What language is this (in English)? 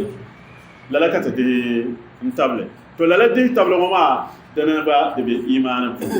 Dagbani